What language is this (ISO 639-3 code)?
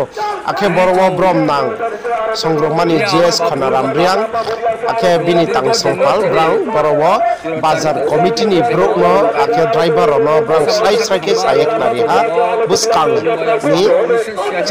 ria